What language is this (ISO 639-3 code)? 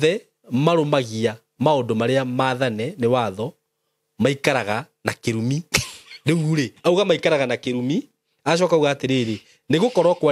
kik